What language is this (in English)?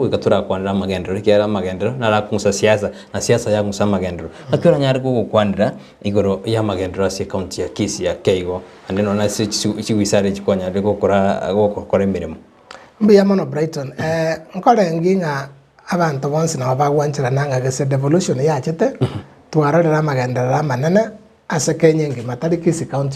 Gusii